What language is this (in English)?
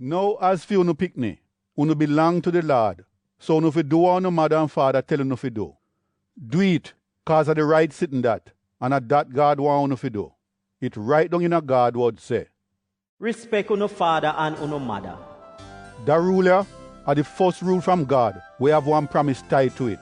Jamaican Creole English